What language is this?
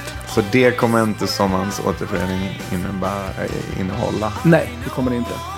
Swedish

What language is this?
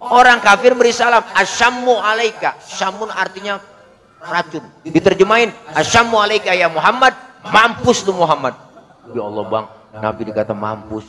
Betawi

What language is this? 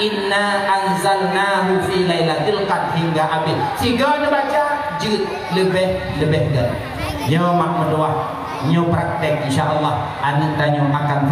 Achinese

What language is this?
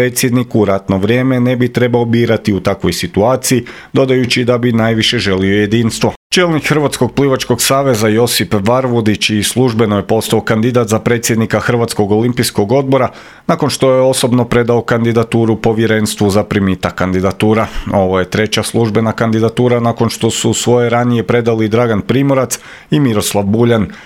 Croatian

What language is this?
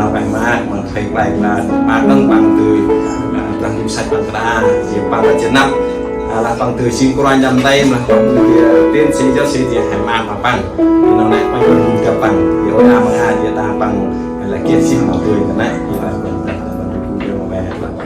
Central Mnong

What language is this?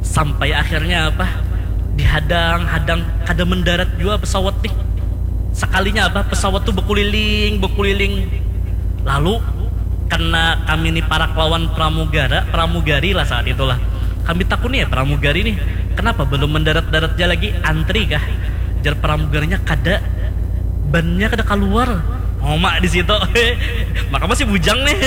Banjar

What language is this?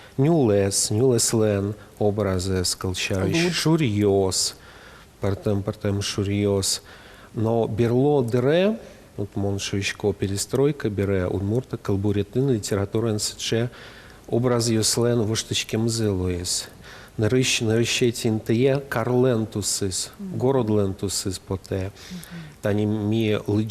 Udmurt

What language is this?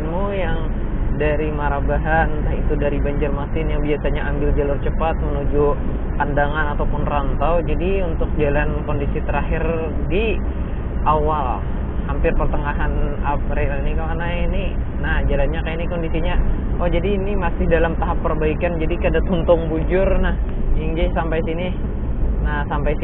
Banjar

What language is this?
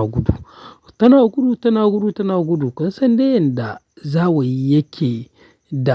Hausa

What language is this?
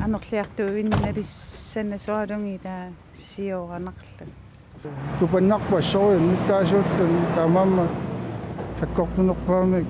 Kalaallisut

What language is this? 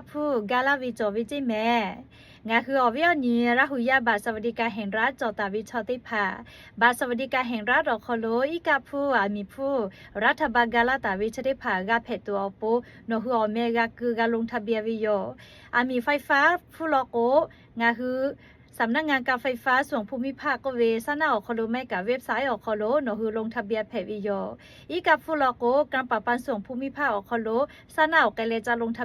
Lahu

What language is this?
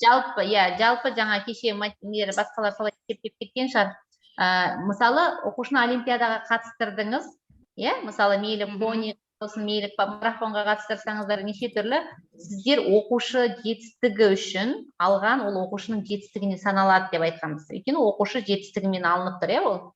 Kazakh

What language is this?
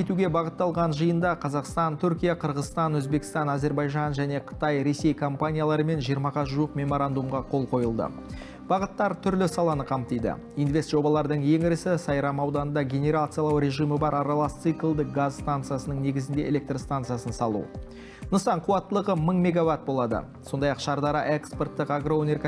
Kazakh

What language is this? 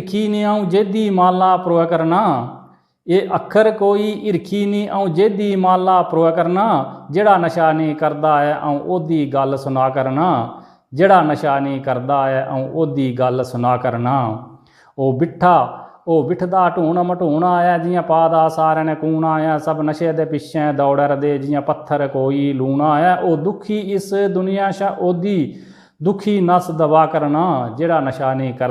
Dogri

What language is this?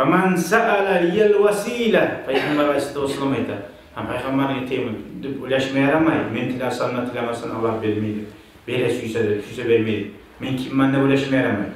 Kumyk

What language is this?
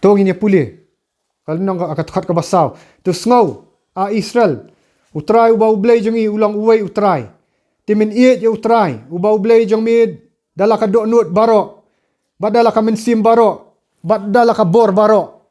Khasi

